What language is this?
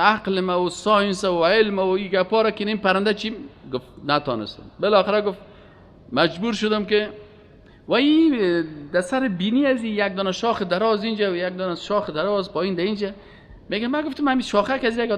Persian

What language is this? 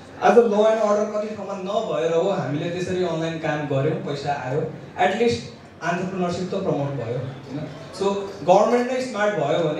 Nepali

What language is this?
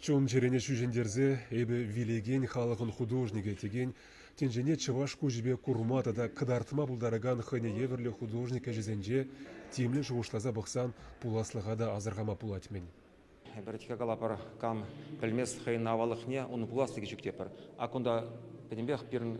Chuvash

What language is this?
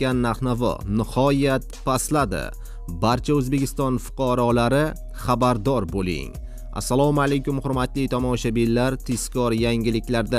Uzbek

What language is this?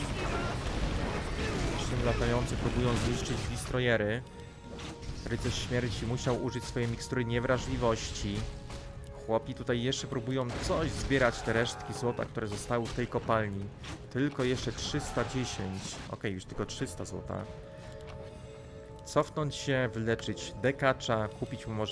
Polish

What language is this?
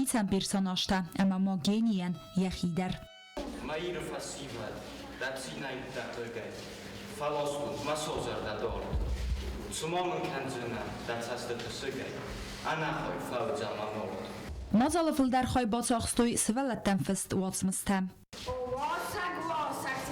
Ossetic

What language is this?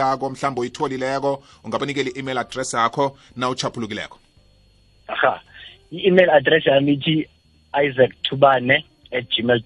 South Ndebele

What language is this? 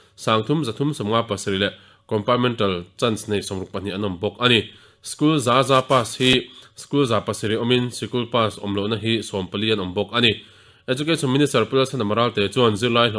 Mizo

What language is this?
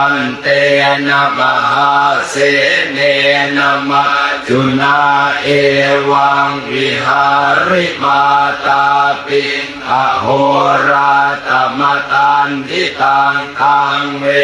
Pali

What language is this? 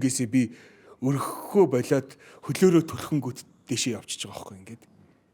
Mongolian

